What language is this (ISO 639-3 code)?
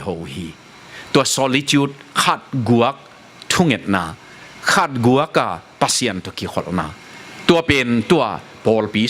ctd